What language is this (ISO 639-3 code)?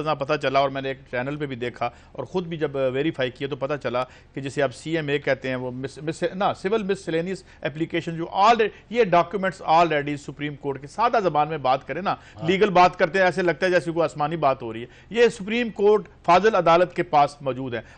urd